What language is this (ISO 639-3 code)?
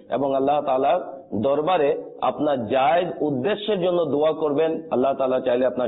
ben